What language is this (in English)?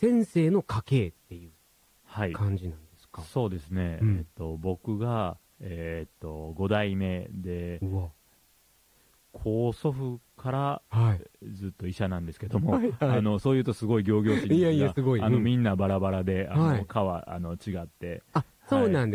Japanese